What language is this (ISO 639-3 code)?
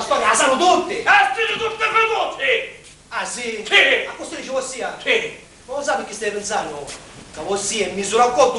scn